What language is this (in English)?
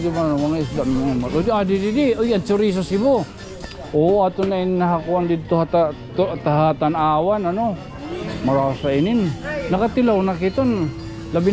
Waray